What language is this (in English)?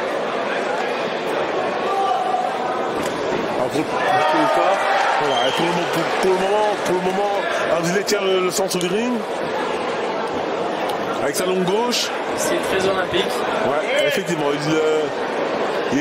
French